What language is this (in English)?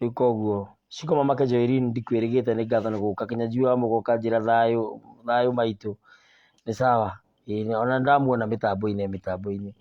Kikuyu